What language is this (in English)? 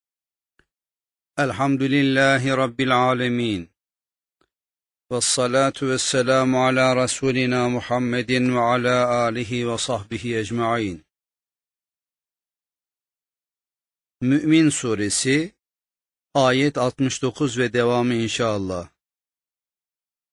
Turkish